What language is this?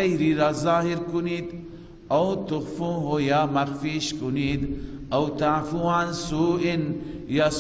Persian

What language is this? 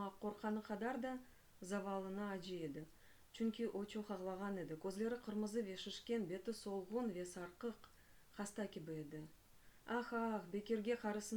Crimean Tatar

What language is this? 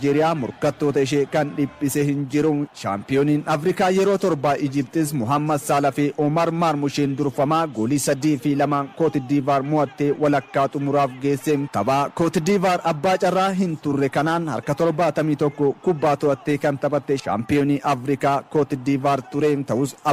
Oromo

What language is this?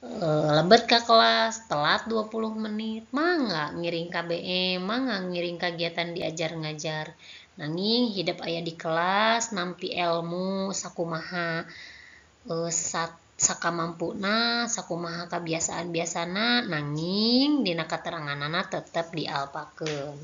Sundanese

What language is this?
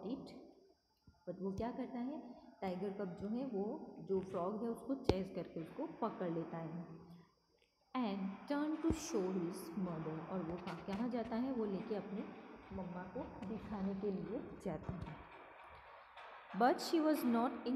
Hindi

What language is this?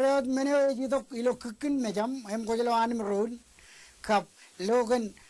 Marshallese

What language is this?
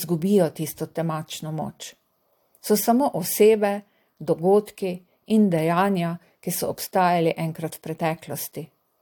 Slovenian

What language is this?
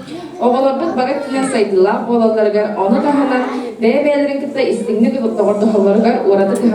Yakut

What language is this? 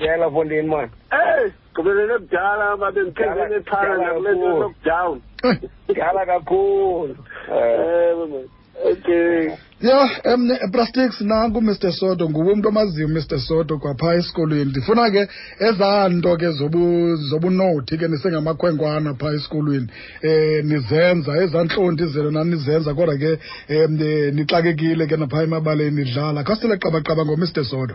Xhosa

